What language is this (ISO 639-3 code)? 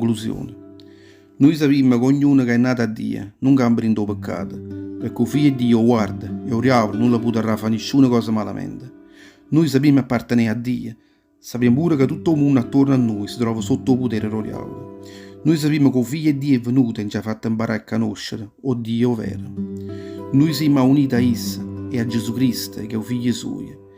nap